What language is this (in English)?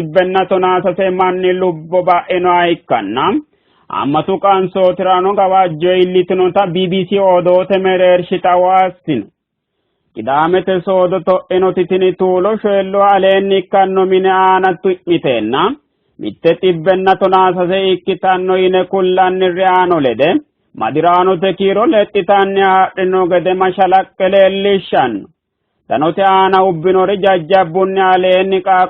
Sidamo